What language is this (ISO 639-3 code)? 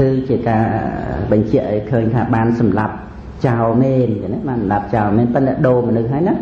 khm